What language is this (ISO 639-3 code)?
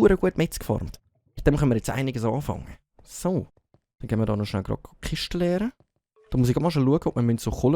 gsw